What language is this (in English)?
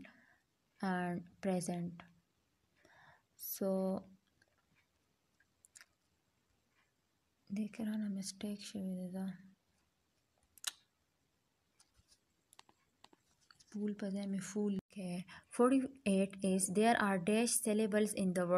Hindi